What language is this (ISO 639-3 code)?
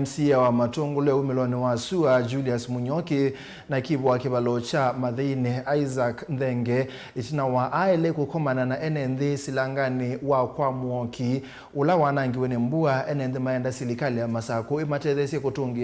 kam